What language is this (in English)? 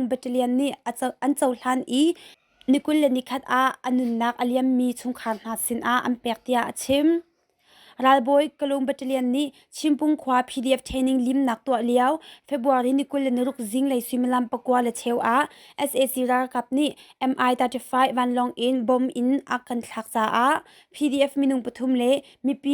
Hakha Chin